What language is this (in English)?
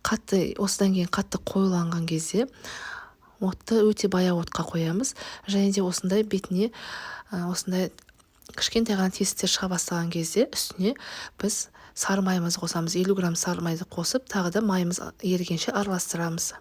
Kazakh